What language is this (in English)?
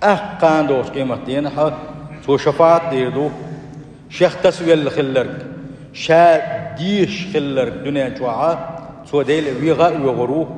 Chechen